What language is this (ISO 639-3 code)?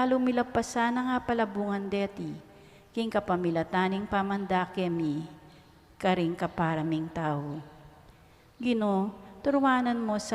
pam